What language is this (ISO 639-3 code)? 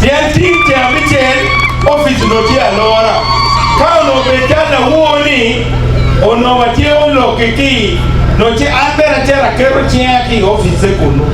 ach